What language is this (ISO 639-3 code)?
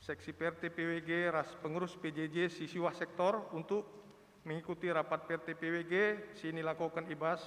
btx